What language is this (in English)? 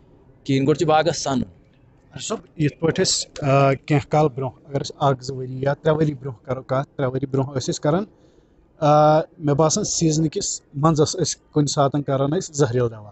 Kashmiri